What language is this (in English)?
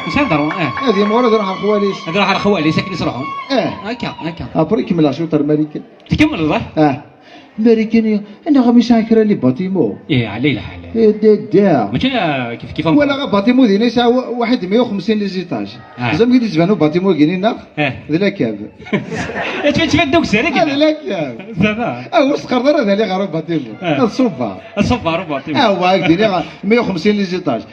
Kabyle